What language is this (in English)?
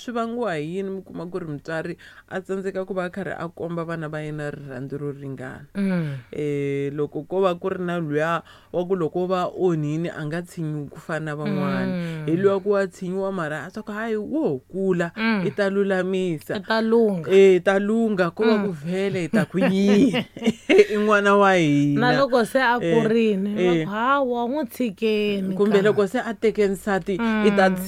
Tsonga